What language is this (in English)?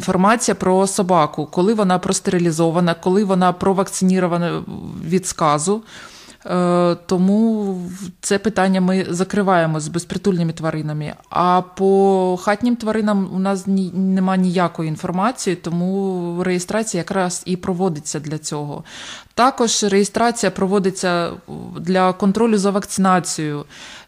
Ukrainian